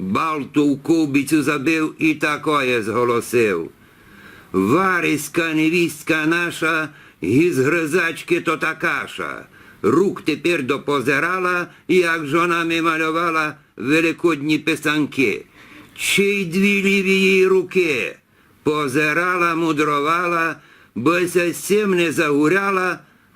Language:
Rusyn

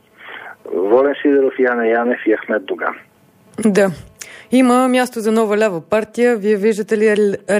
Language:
Bulgarian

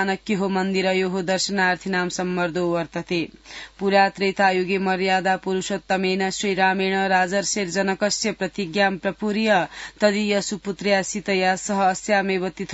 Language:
Sanskrit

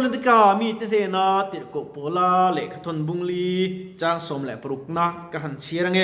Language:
Mizo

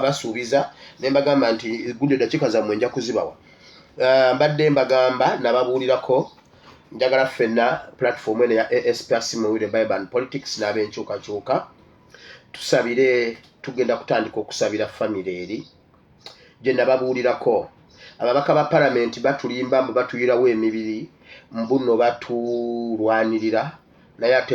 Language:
Ganda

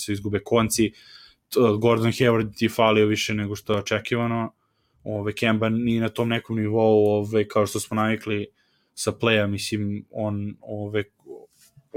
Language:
Serbian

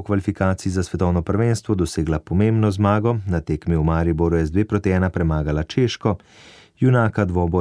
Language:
Slovenian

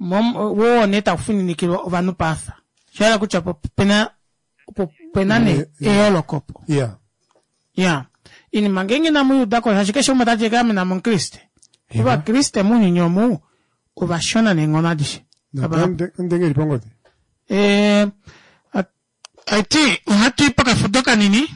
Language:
Kuanyama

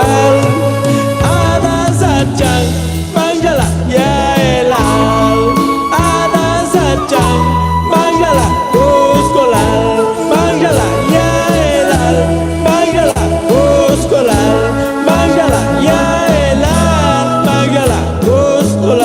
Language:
Chuj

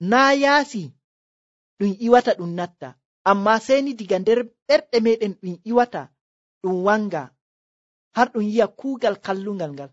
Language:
Nigerian Fulfulde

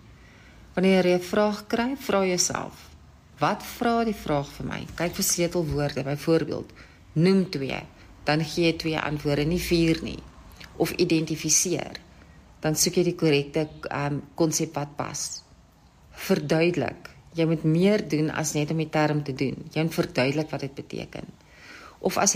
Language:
Afrikaans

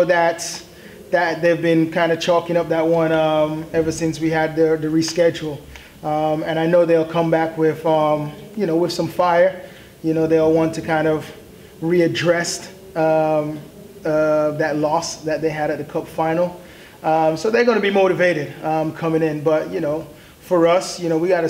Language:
English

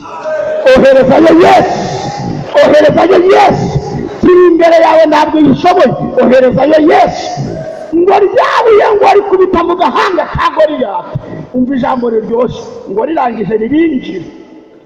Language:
Kinyarwanda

